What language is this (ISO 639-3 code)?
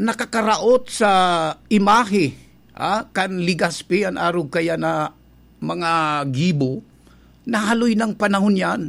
bik